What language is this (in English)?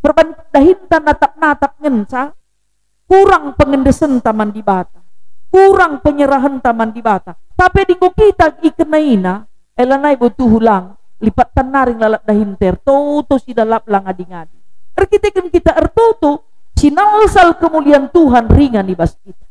Batak Karo